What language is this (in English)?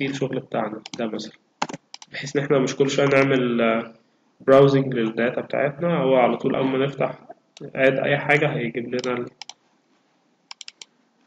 Egyptian Arabic